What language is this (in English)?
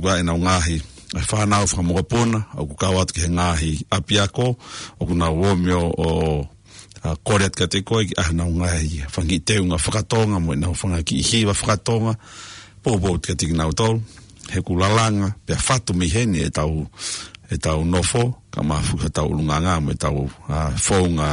Tongan